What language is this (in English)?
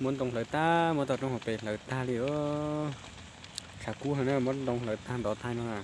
Hmong